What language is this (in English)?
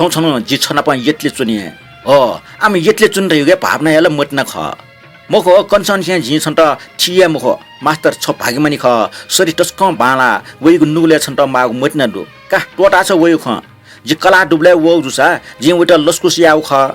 Newari